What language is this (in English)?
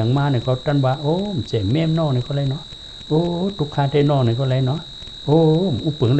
Shan